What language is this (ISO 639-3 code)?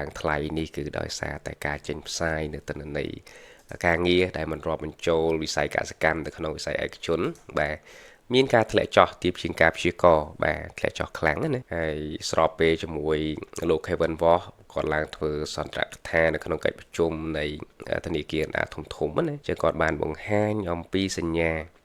khm